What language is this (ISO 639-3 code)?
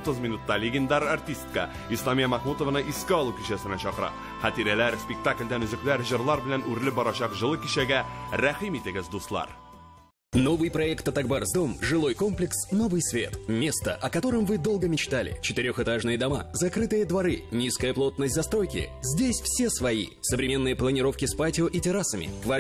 tat